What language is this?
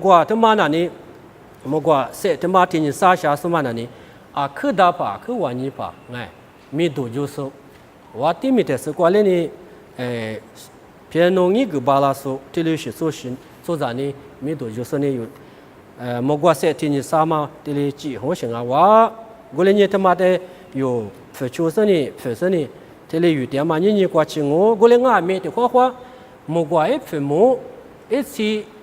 Lisu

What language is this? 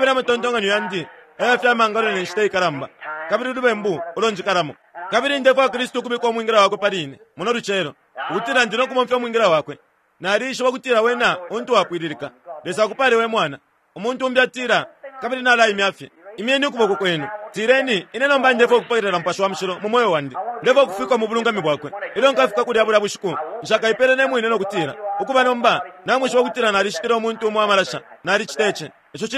Bemba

